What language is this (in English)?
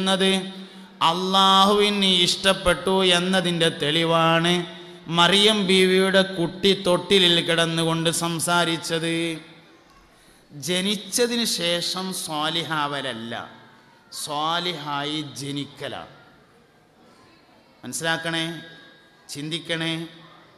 Malayalam